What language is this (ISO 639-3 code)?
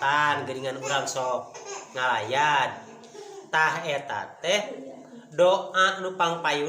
sun